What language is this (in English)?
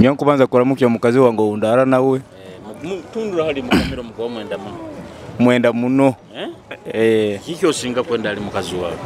Nyoro